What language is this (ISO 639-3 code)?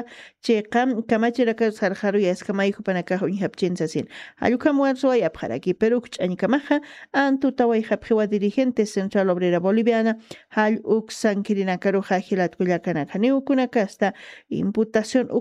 aym